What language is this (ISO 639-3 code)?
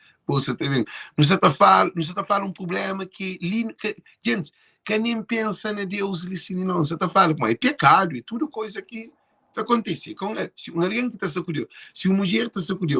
kea